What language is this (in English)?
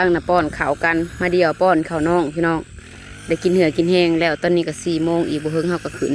Northeastern Thai